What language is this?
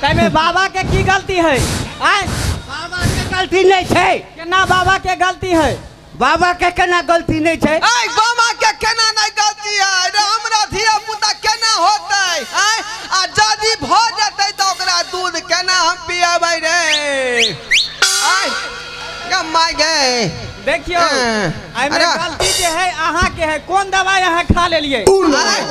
Maithili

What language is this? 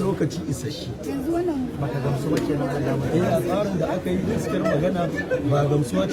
Hausa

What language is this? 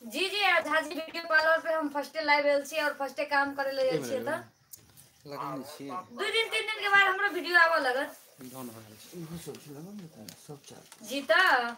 Maithili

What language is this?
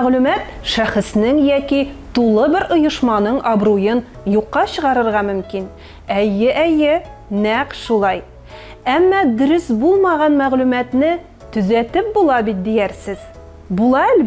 Tatar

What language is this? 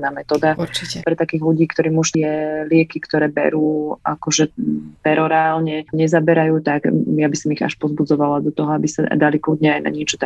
Slovak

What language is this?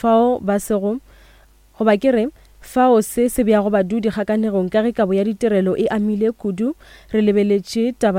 Northern Sotho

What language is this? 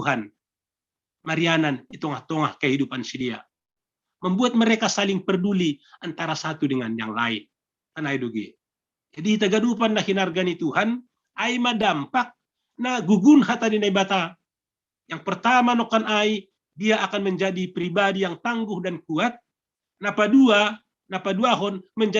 Batak Simalungun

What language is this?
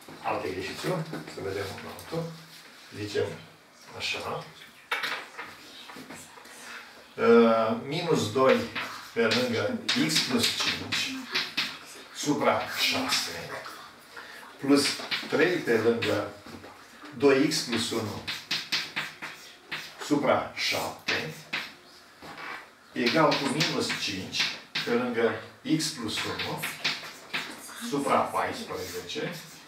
Romanian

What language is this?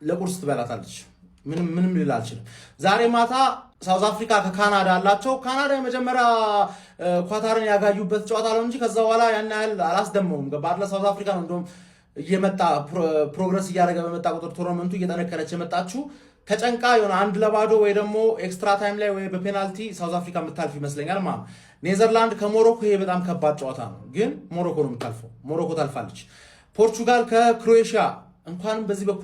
Amharic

